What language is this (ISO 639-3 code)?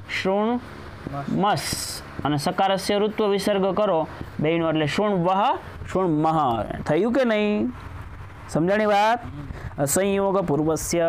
guj